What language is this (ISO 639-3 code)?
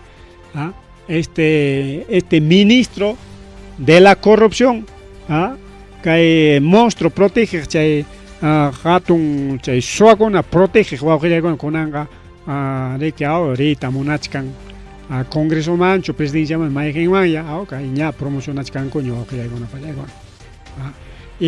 quy